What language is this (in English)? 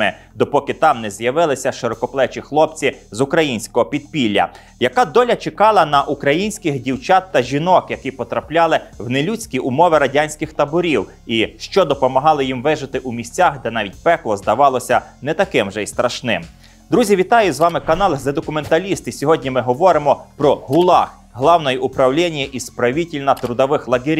Ukrainian